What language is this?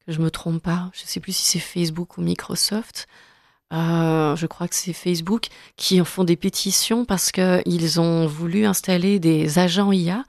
French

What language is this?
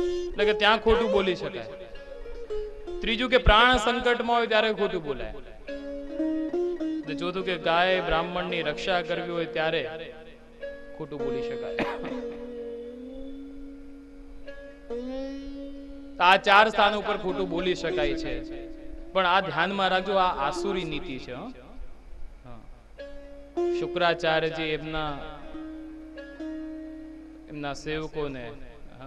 Gujarati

